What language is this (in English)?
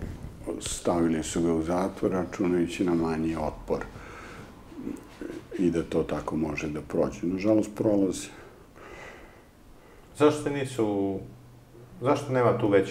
Serbian